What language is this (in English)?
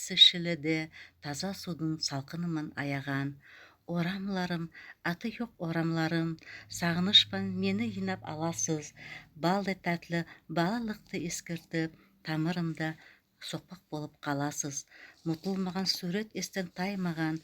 Nogai